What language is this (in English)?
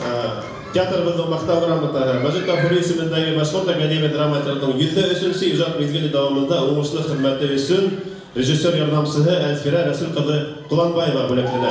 Bashkir